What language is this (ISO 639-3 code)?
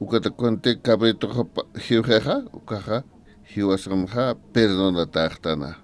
aym